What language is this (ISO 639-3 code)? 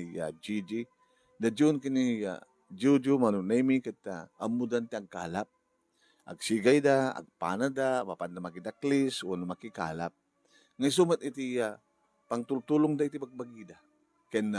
ilo